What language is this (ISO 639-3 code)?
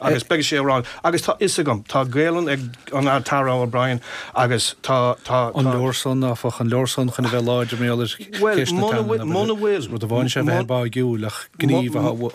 gle